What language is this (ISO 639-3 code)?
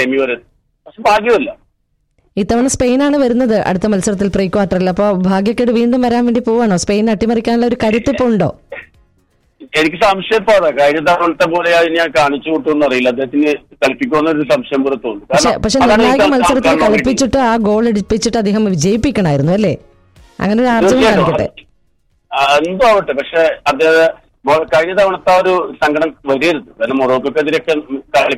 mal